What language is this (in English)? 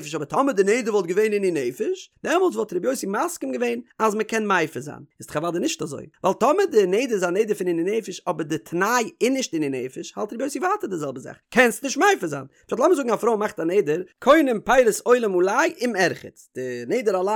Yiddish